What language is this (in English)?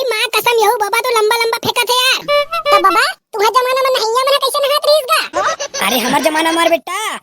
Chhattisgarhi